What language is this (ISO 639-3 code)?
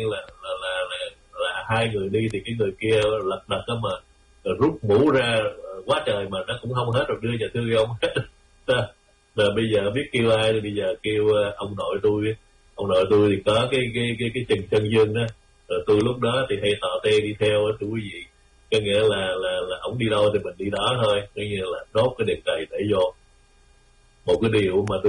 vie